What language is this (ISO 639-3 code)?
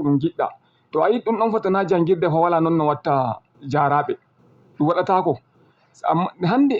ful